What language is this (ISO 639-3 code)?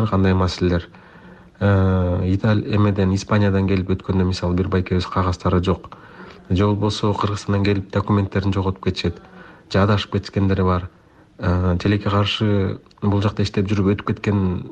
kir